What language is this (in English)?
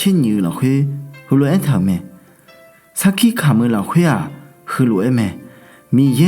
Akha